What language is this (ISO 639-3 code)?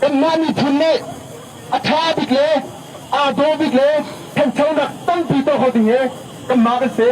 cnh